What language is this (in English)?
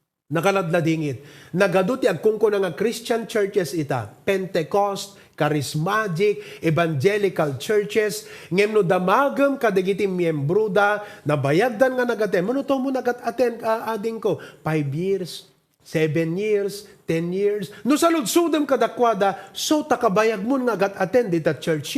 Iloko